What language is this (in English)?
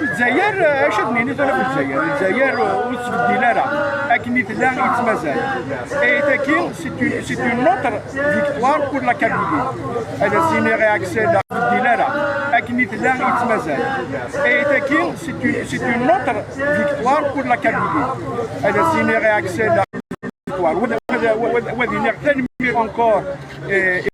Kabyle